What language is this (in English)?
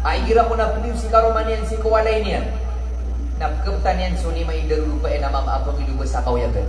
Maranao